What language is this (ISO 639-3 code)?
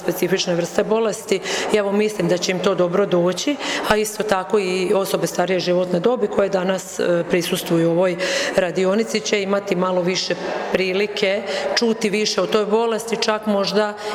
hrv